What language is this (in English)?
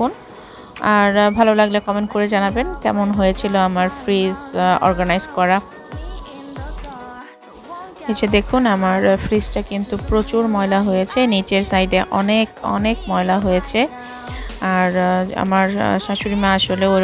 Bangla